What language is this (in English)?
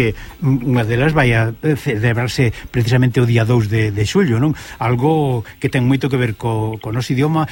Galician